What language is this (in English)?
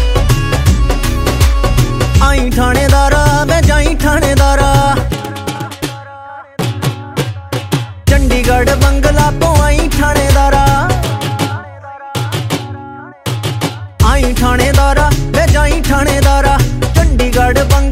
Punjabi